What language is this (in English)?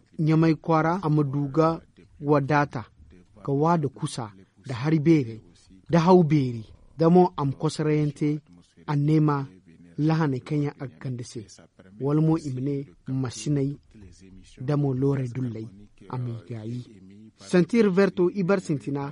Zarma